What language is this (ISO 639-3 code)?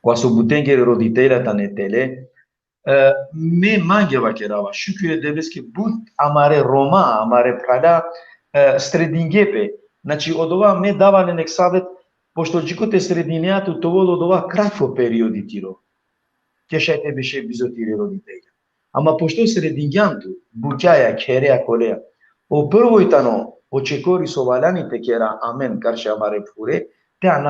rmn